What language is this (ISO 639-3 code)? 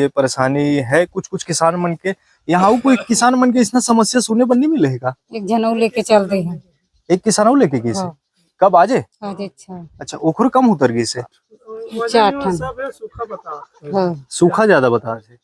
hne